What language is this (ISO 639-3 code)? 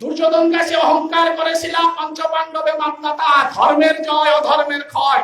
bpy